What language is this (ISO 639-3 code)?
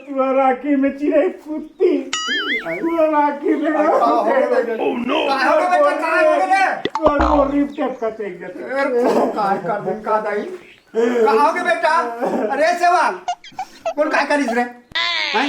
hne